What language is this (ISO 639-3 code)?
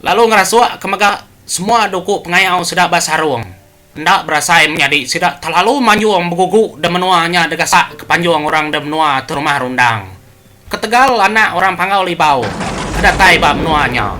iba